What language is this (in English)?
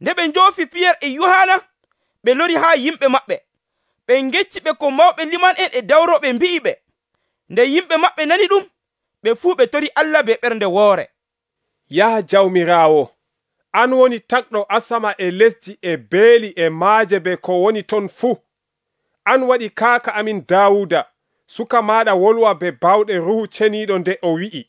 Nigerian Fulfulde